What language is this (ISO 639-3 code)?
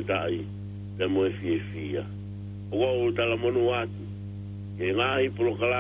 ton